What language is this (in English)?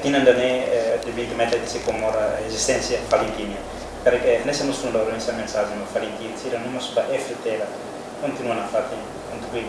Tetum